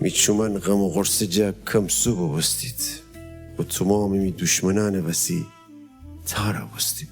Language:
Gilaki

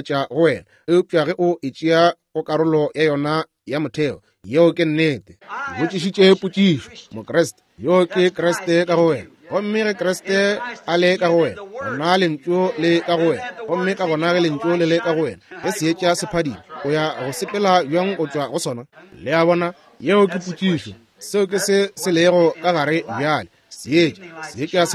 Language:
Northern Sotho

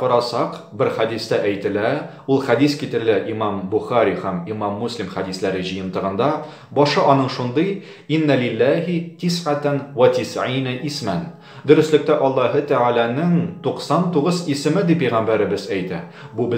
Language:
Tatar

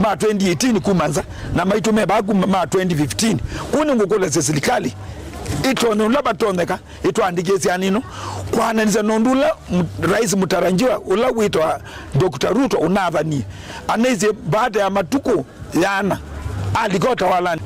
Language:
Kamba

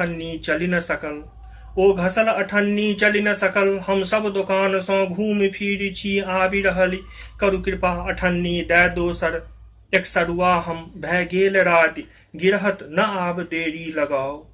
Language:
Maithili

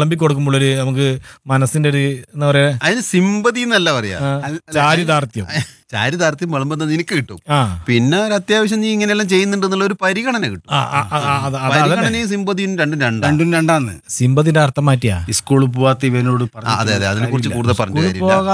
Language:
Malayalam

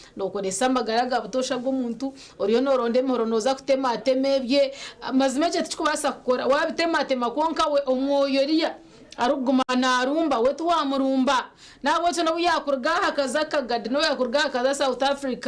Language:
Nyankole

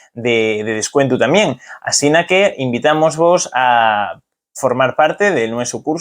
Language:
Asturian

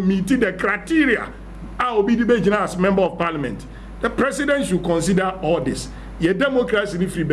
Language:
Akan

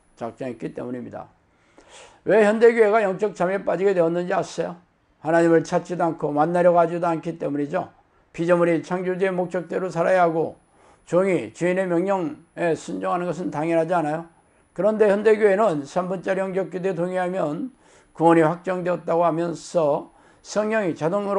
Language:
Korean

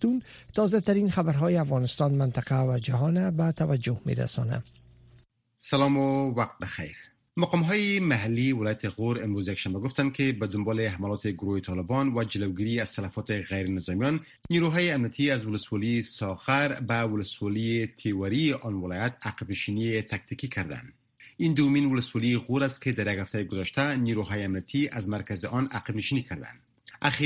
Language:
Persian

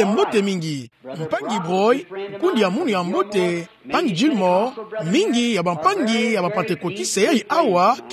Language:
Kituba (Democratic Republic of Congo)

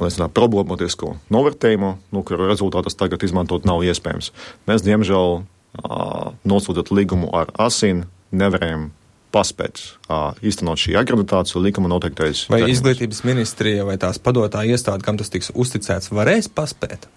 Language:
Latvian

